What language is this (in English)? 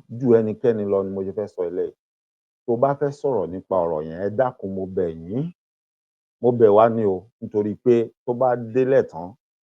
Yoruba